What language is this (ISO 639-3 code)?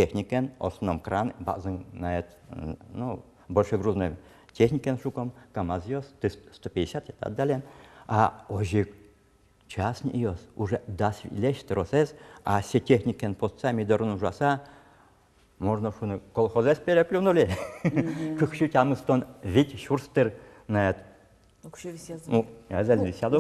udm